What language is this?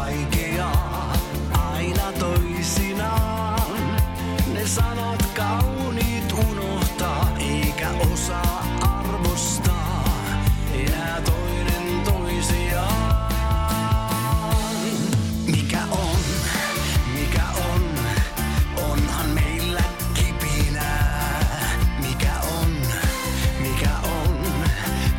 Finnish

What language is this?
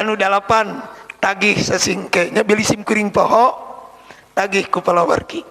Sundanese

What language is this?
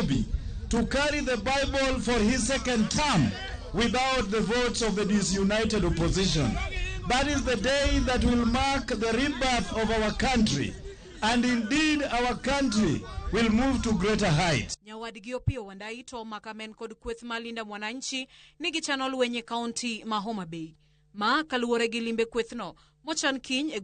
Luo (Kenya and Tanzania)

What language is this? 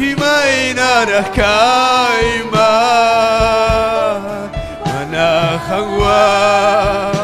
Ayacucho Quechua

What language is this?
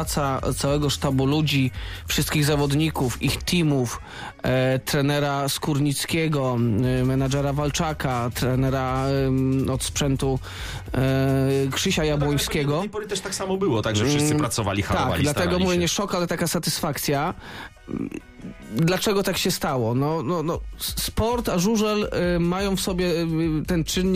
Polish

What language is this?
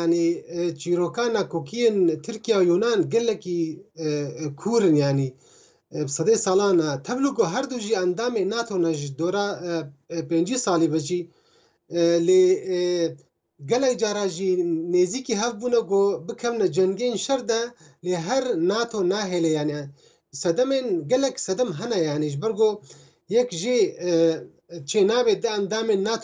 Kurdish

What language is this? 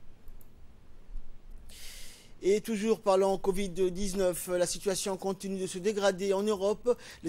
French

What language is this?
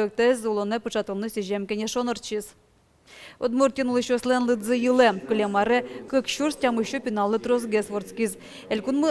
Udmurt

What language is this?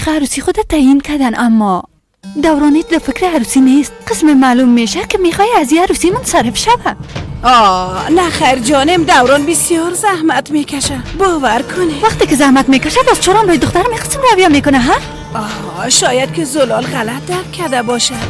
Persian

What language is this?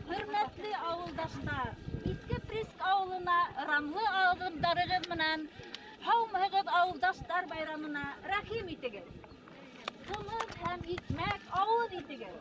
Bashkir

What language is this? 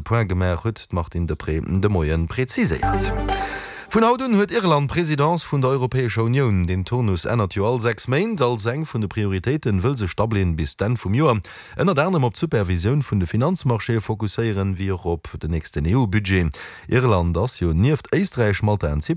Luxembourgish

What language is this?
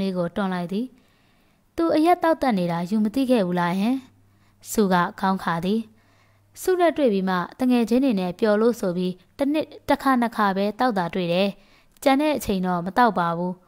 Burmese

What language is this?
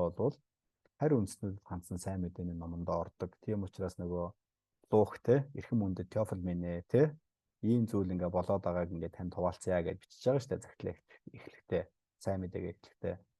Mongolian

